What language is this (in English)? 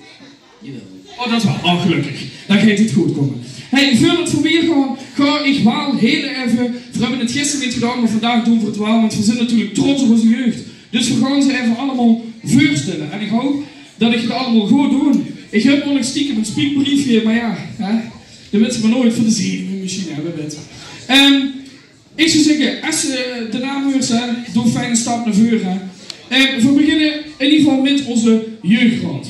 Limburgish